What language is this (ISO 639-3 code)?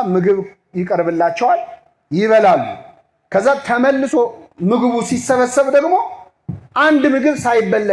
amh